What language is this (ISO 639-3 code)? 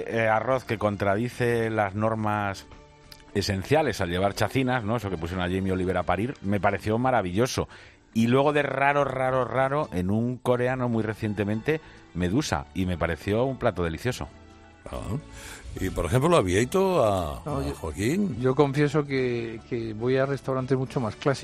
spa